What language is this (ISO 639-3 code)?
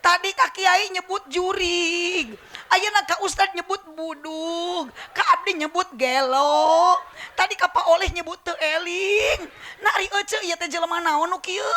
sun